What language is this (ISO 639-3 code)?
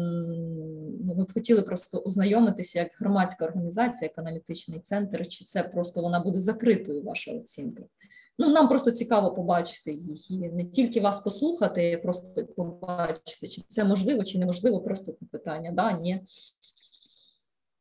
ukr